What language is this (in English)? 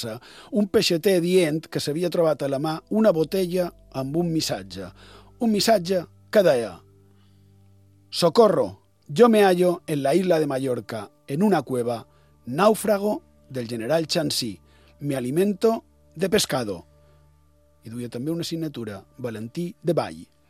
Catalan